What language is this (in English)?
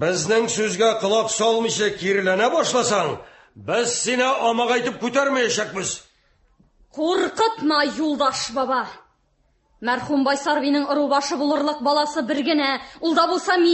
Tatar